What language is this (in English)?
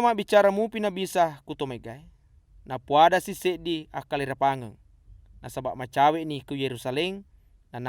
Buginese